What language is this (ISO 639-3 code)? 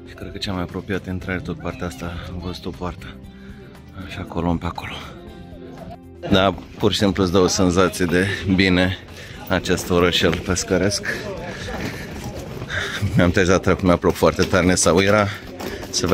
ron